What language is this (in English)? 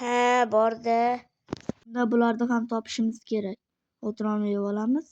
Uzbek